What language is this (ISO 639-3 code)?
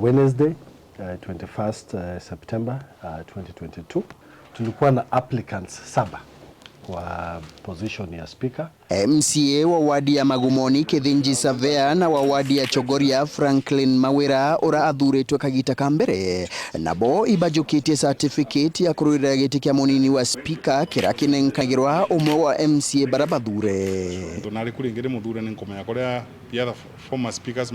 mer